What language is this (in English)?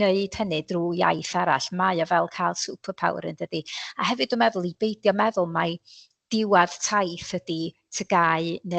Welsh